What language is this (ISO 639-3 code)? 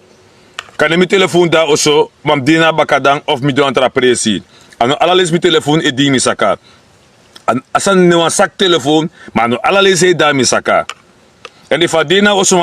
srn